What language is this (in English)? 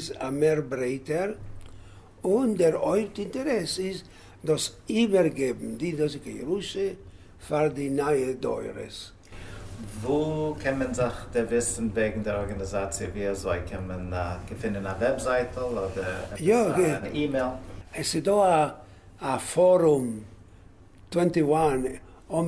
Yiddish